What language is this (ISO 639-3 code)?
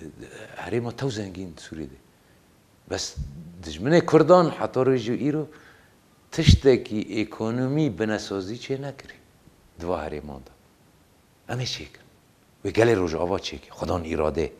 kur